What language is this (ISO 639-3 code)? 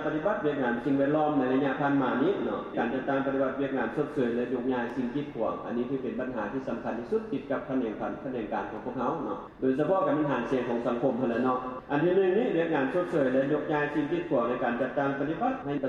lao